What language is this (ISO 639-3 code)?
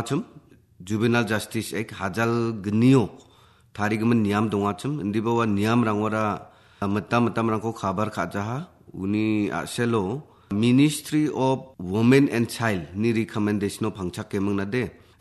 grt